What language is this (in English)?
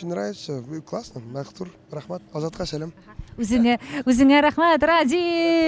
Tatar